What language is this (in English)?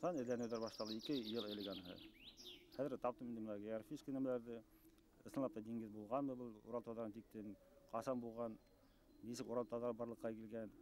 Bashkir